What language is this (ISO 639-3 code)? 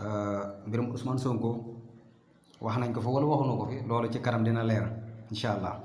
wol